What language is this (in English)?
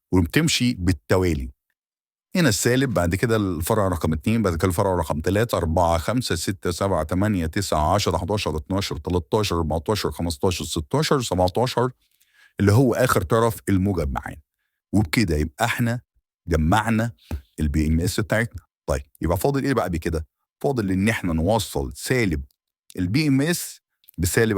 Egyptian Arabic